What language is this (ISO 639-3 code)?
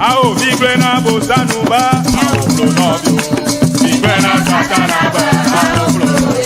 ewe